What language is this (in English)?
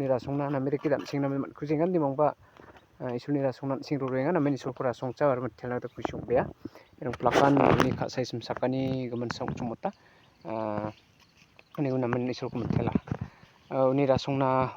Garo